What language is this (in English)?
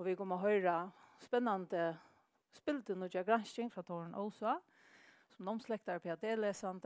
Faroese